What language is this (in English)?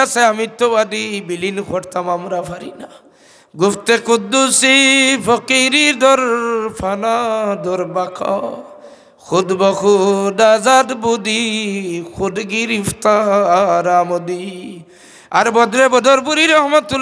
Sylheti